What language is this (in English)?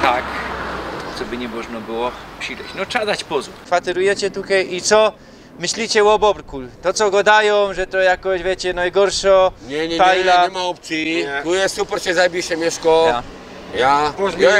Silesian